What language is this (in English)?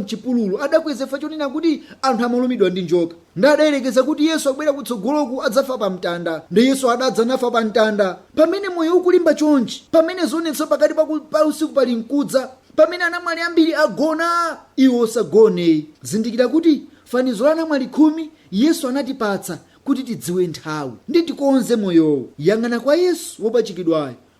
Nyanja